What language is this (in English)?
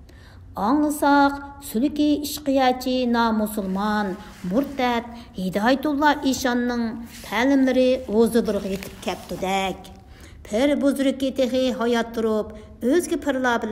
Uyghur